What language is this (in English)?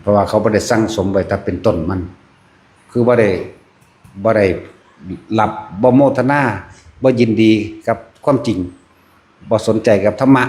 Northeastern Thai